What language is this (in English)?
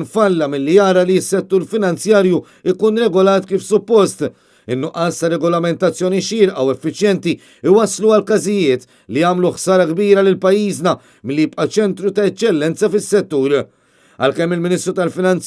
Maltese